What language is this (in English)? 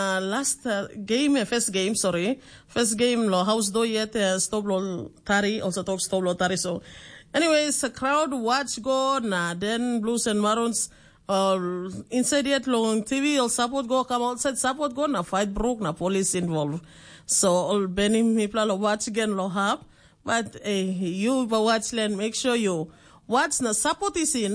Tok Pisin